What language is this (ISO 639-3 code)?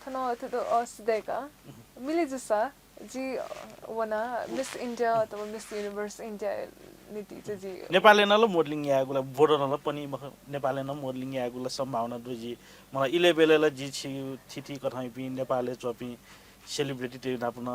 new